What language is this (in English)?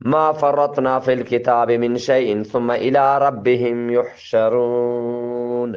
Eastern Balochi